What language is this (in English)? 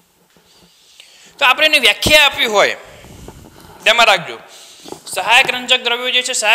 Gujarati